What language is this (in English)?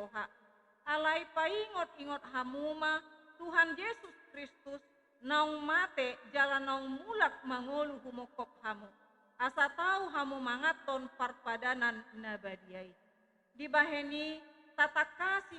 Batak Toba